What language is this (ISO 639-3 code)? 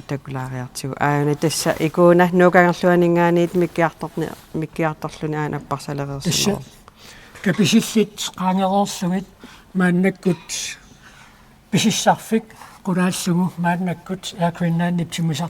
kal